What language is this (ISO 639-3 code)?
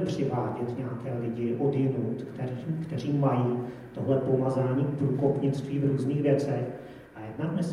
ces